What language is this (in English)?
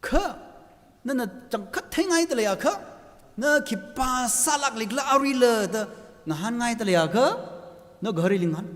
Tangkhul Naga (India)